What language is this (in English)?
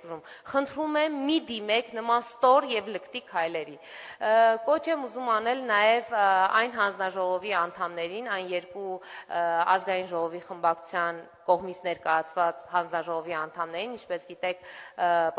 Armenian